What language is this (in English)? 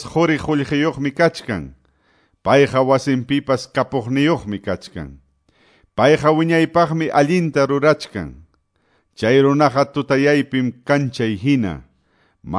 Quechua